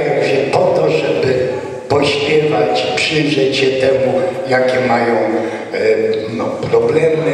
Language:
Polish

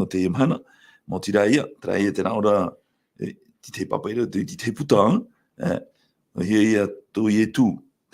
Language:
Tahitian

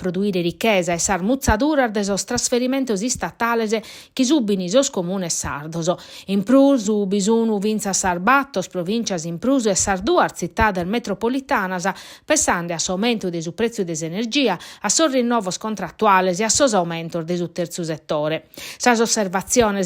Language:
Sardinian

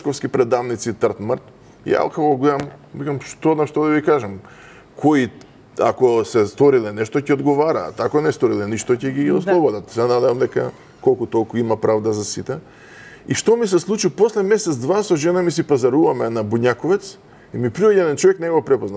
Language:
Macedonian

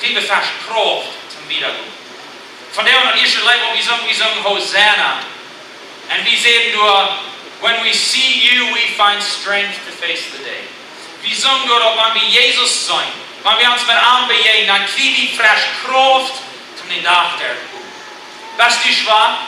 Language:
Plautdietsch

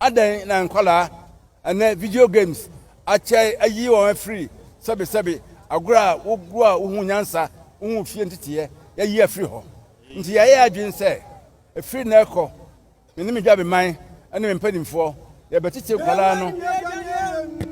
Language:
Akan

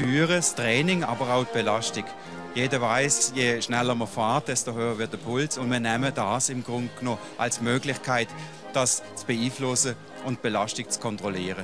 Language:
Swiss German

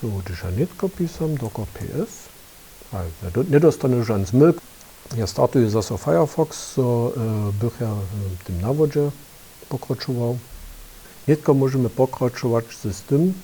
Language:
Upper Sorbian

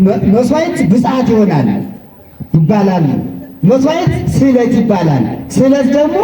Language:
Amharic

